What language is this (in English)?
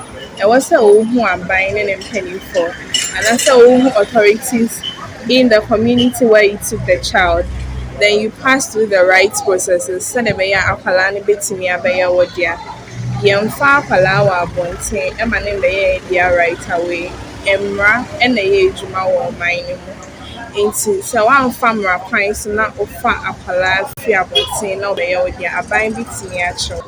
Akan